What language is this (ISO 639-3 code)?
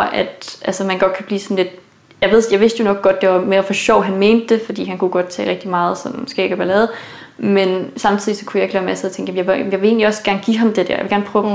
dan